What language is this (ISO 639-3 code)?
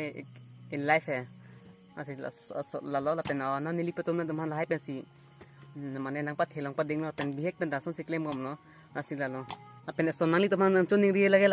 mjw